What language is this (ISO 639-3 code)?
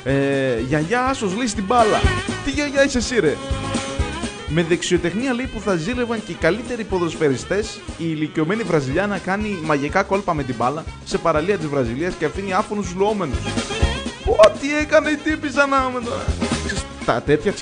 ell